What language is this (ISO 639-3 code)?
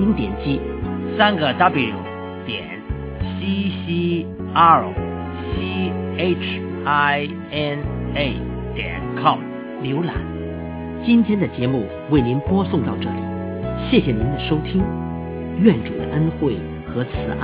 zho